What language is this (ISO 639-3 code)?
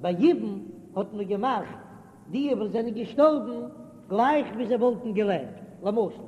yid